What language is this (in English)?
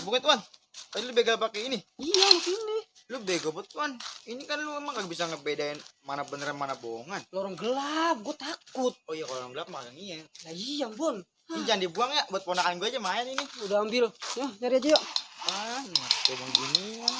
Betawi